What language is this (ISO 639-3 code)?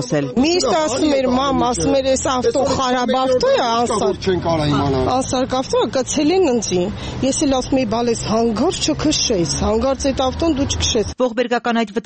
hye